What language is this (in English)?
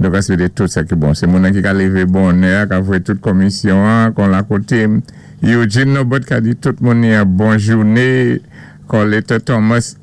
Saint Lucian Creole French